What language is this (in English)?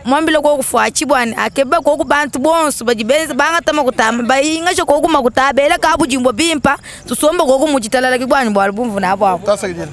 Luba-Lulua